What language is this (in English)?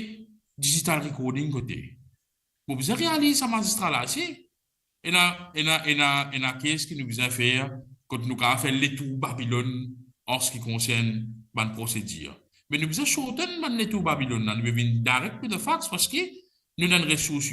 Morisyen